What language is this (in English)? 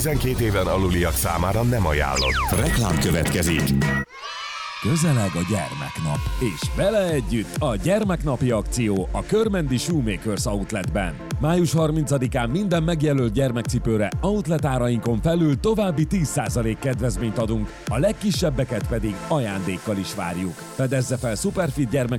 Hungarian